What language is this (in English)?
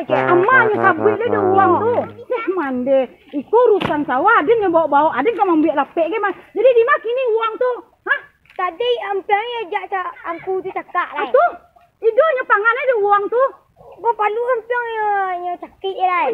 Minangkabau